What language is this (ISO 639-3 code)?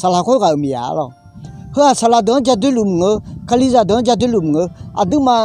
ahk